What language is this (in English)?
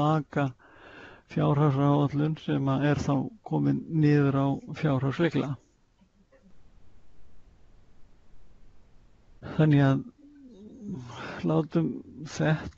Icelandic